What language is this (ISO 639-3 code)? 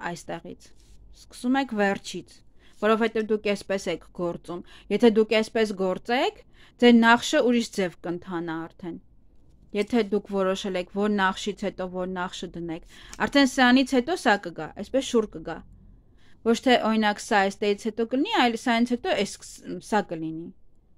hye